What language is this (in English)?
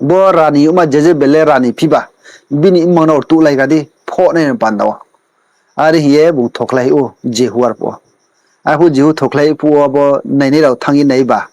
Riang (India)